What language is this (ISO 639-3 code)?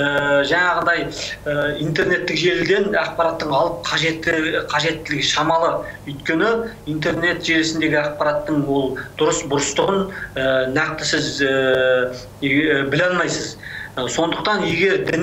kaz